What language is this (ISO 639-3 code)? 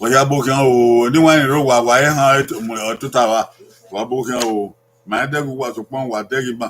bin